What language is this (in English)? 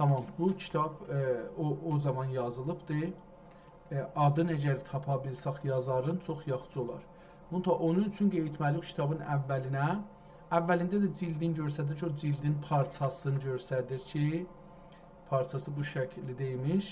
South Azerbaijani